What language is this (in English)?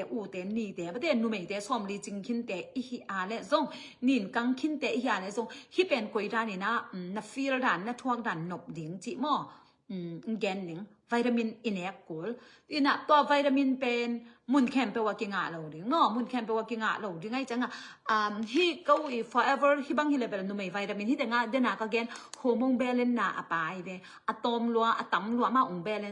Tedim Chin